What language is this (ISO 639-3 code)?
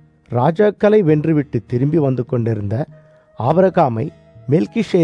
tam